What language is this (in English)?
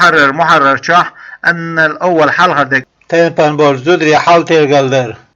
Chechen